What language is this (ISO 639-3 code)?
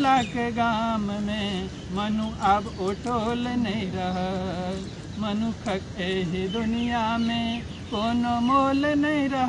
mai